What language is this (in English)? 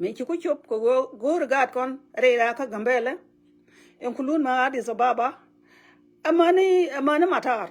Nuer